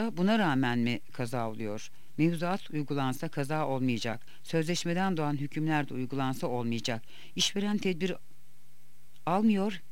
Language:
Turkish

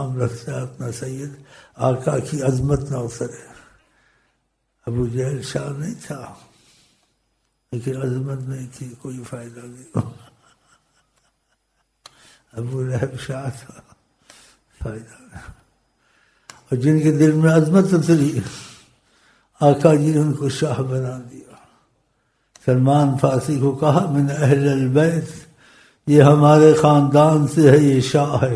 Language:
Urdu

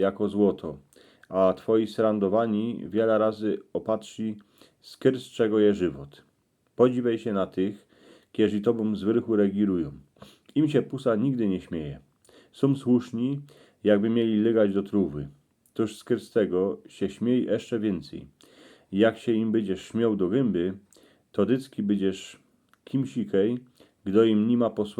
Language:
Silesian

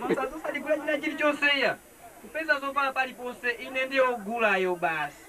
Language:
Nyanja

